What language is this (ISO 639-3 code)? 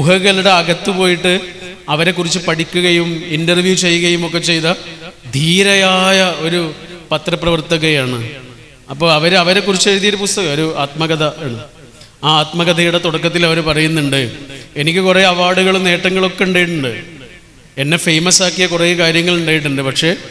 mal